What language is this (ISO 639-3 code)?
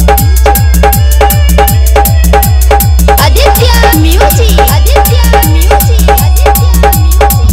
bho